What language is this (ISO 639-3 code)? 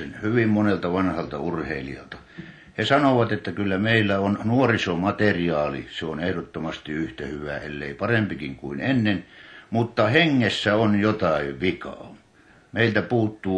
fin